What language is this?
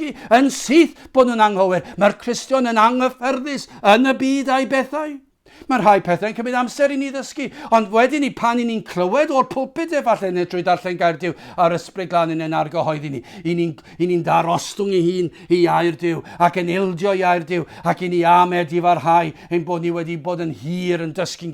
Welsh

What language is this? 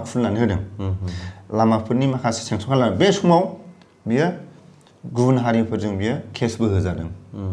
Bodo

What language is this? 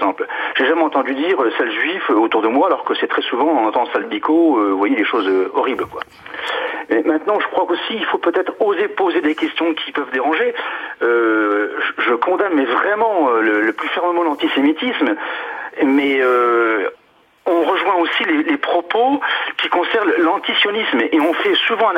French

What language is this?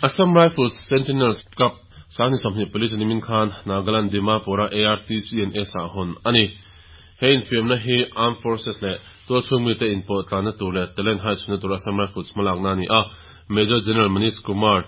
Mizo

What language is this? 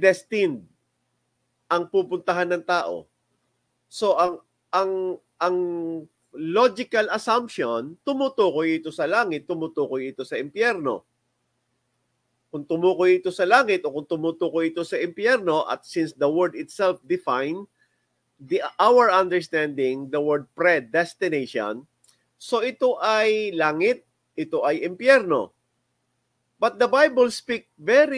Filipino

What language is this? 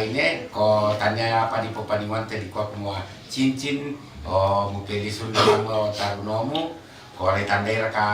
Toraja-Sa'dan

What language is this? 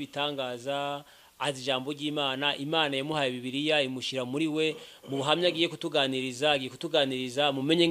Kinyarwanda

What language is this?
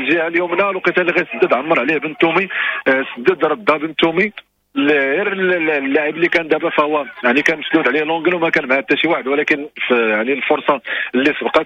Moroccan Arabic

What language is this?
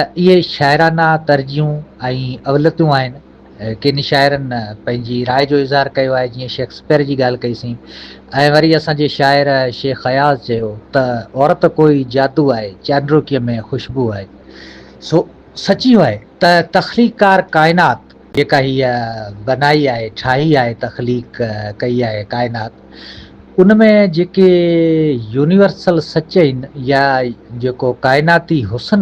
Sindhi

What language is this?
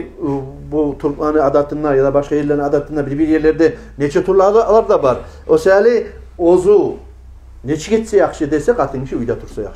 Kumyk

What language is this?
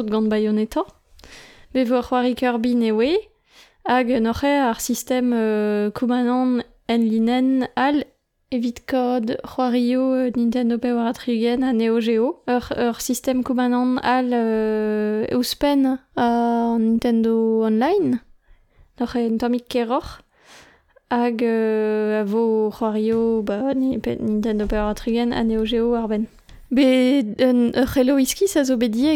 Breton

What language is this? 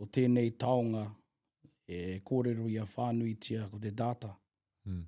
Māori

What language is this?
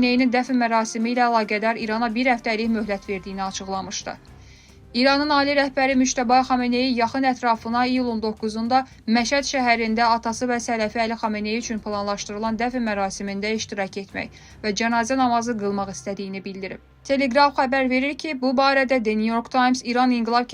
Azerbaijani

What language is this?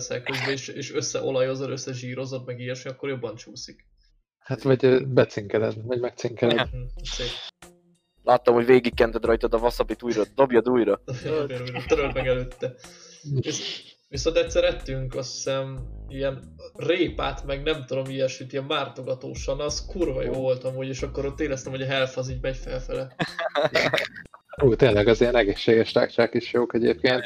Hungarian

